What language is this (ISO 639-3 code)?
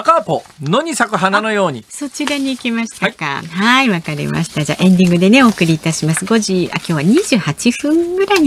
jpn